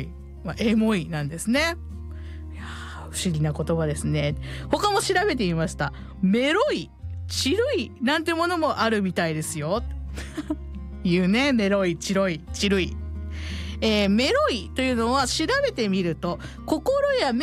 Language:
Japanese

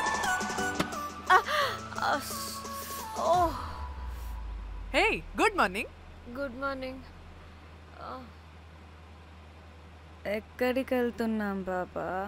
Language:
Telugu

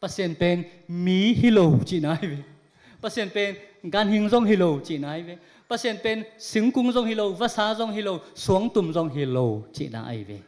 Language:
Tedim Chin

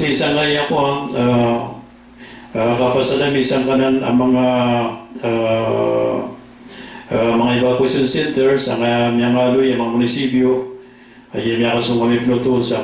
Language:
Maranao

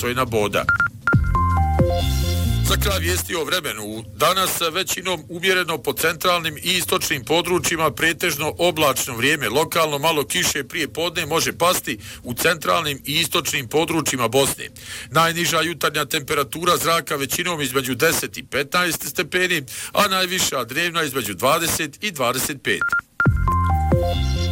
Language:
Bosnian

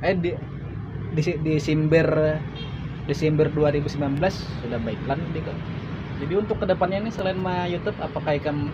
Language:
Banjar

